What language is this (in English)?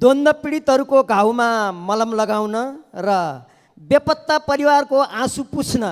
Nepali